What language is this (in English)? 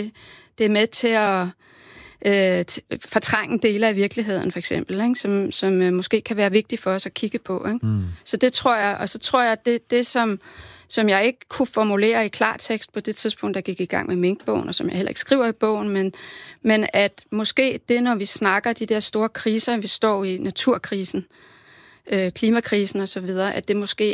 Danish